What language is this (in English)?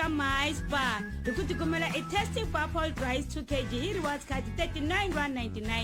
Tsonga